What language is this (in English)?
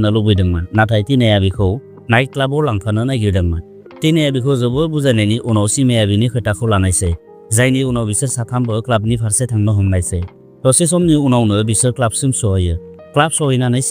Bodo